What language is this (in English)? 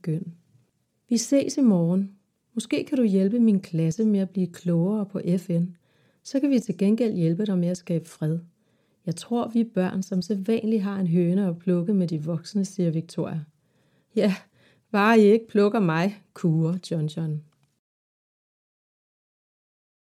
Danish